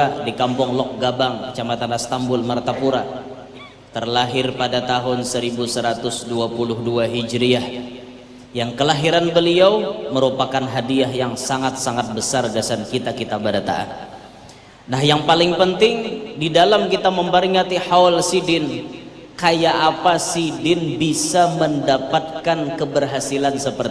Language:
Banjar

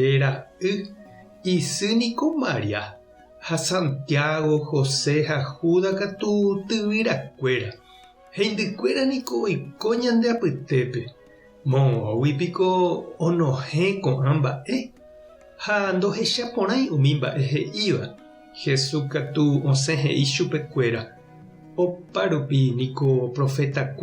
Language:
Guarani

